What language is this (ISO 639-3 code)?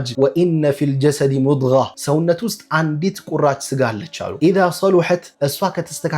amh